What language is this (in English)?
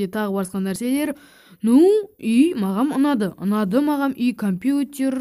Kazakh